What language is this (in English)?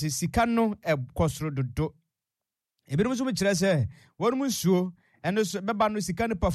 Akan